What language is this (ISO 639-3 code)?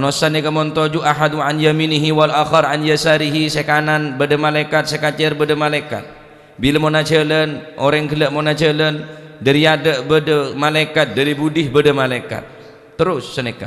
mad